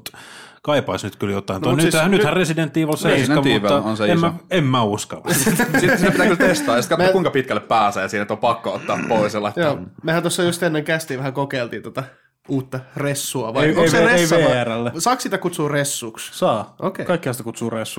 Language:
Finnish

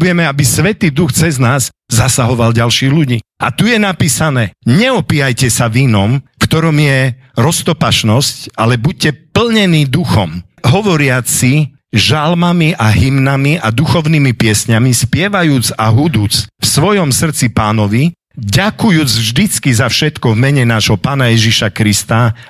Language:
Slovak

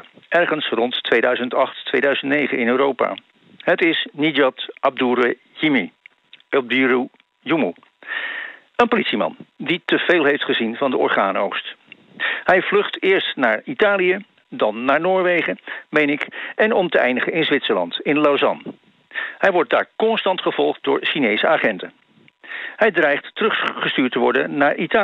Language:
Dutch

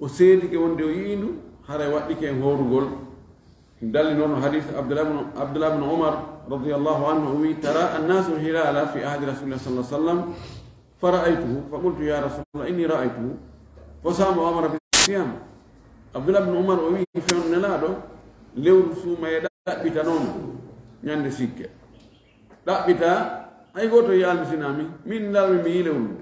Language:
Fula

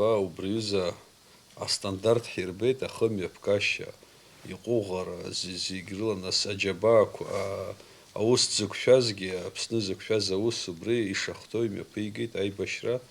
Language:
Abkhazian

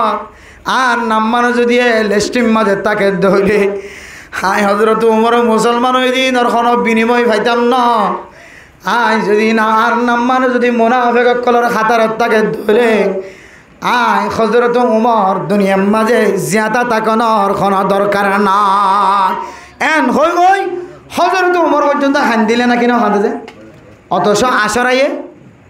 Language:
Rohingya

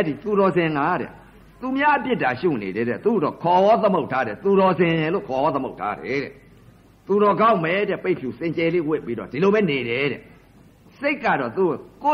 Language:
Burmese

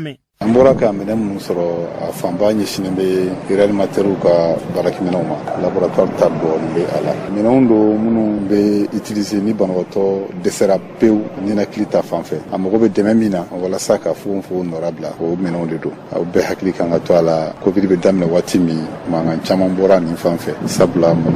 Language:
Bambara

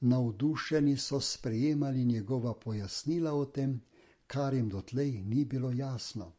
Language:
Slovenian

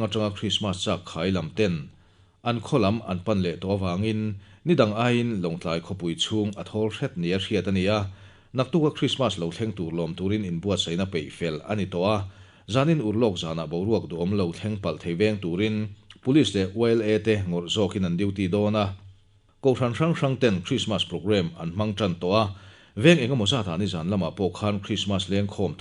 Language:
Mizo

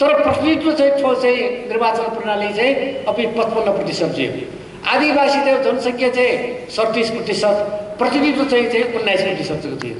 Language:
Newari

